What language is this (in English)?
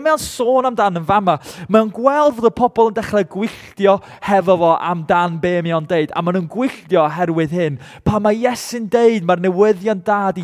Welsh